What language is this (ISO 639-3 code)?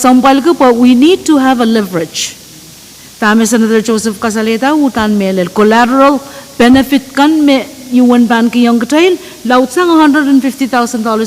pon